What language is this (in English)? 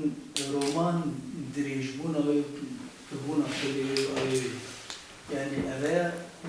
Kurdish